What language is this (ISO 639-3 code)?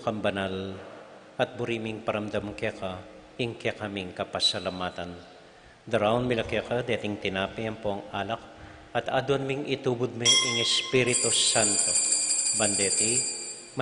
pam